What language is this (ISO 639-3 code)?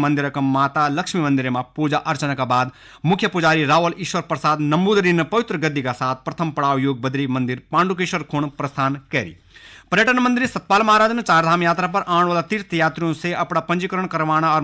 gbm